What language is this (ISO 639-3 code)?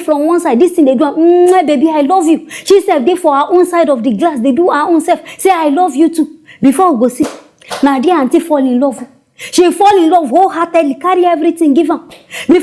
pcm